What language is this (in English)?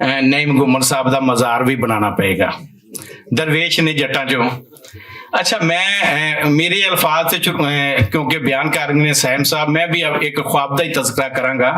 Western Panjabi